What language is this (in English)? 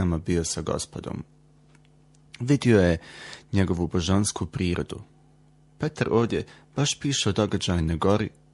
Bosnian